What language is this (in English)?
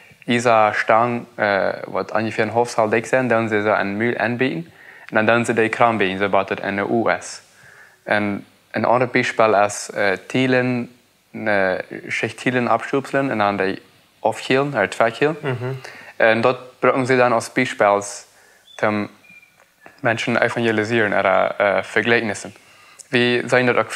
Plautdietsch